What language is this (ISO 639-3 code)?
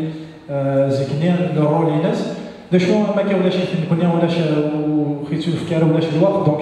kab